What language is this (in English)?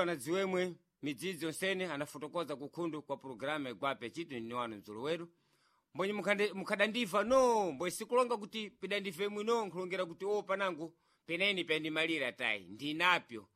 Sena